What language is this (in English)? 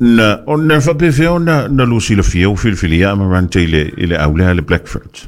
Samoan